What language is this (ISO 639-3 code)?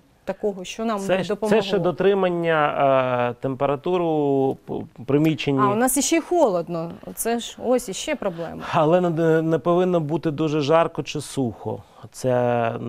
ukr